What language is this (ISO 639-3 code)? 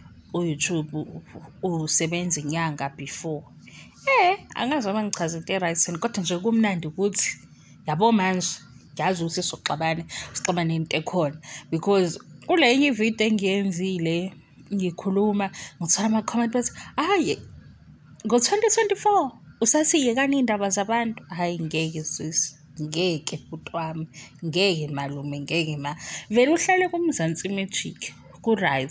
zul